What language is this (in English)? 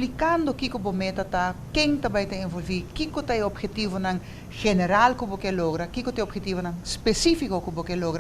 Papiamento